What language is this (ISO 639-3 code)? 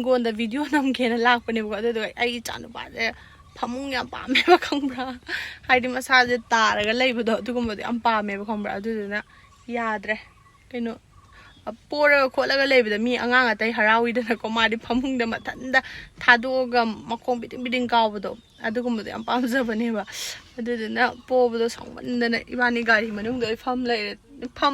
mni